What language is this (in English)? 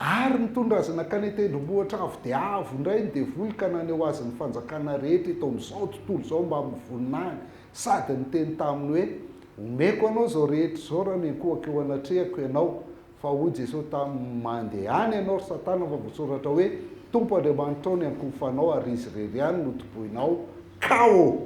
Malagasy